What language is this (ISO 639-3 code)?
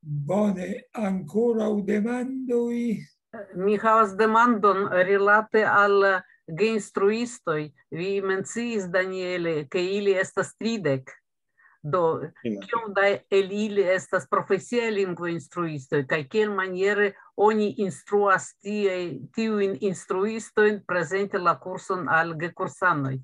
epo